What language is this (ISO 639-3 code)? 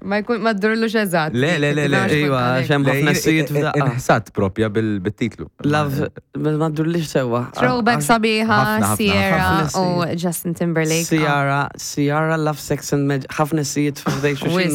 mlt